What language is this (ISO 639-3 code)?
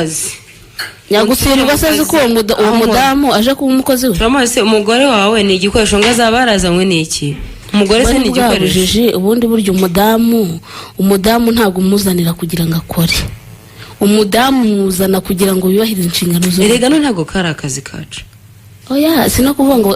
kin